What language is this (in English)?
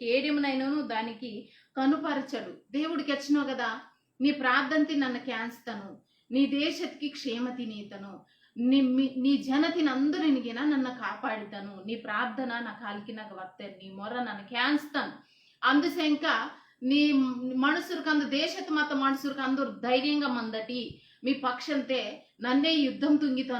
Koya